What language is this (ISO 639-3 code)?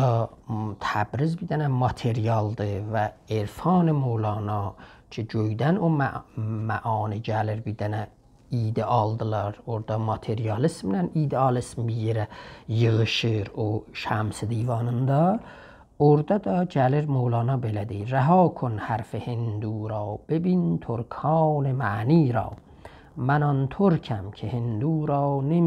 azb